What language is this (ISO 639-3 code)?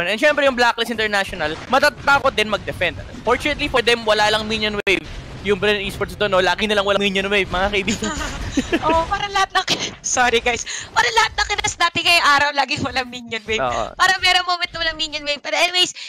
fil